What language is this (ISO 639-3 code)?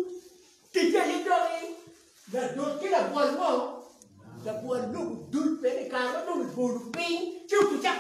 ach